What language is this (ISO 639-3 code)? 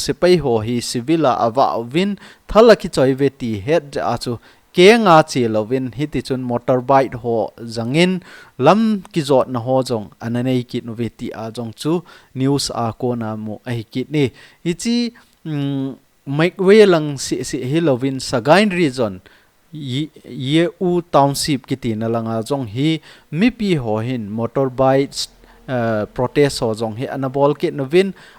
tcz